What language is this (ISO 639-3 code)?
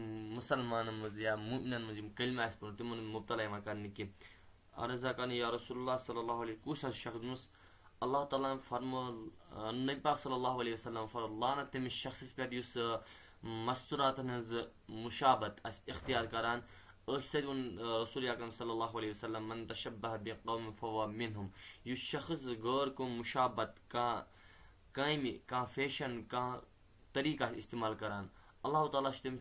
kas